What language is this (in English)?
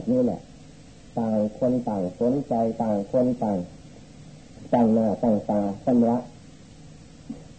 Thai